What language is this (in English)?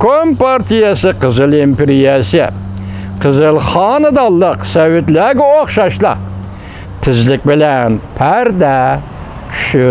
Uyghur